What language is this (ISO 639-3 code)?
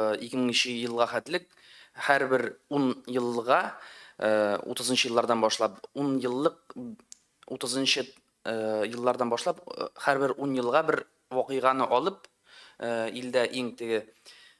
tat